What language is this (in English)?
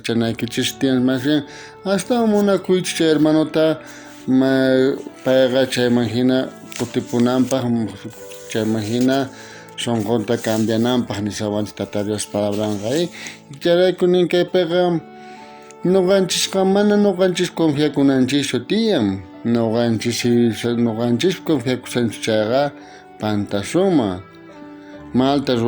South Bolivian Quechua